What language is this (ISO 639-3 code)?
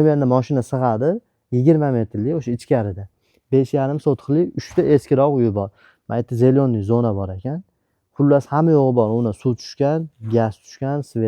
uzb